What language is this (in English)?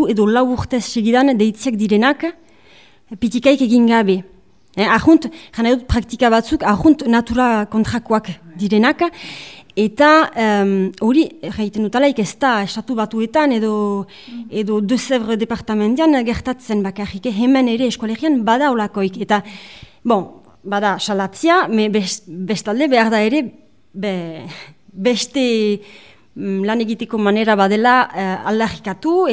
Basque